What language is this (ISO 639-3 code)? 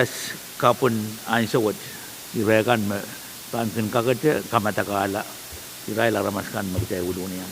pon